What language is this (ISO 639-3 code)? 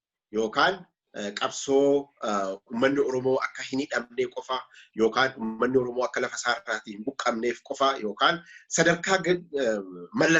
orm